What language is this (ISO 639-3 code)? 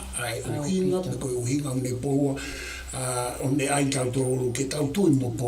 ton